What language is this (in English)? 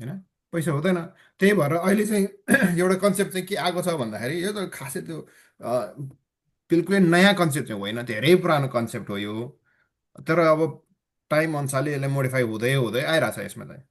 Nepali